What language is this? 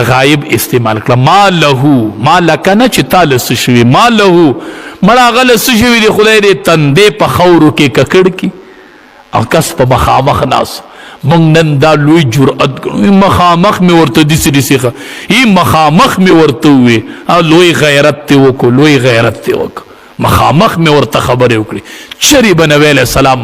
Pashto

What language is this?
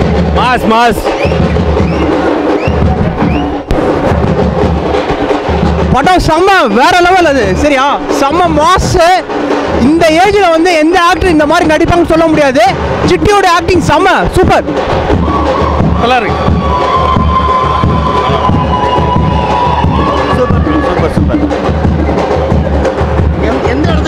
Tamil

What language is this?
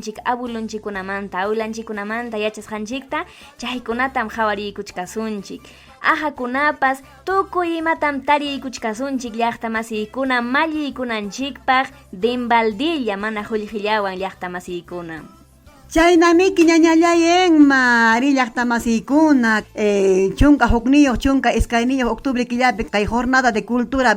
Ayacucho Quechua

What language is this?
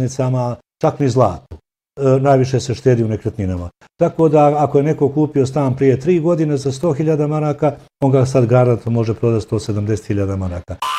Bosnian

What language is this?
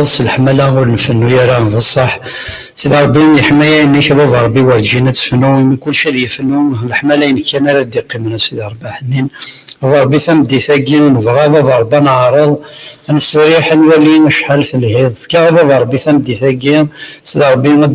Kabyle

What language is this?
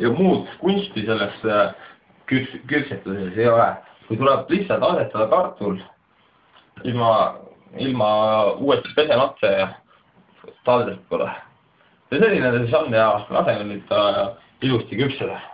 Estonian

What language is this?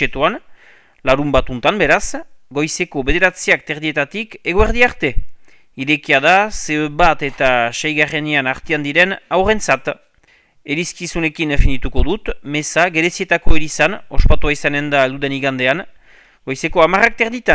Basque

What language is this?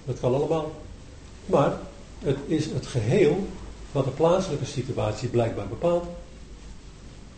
Dutch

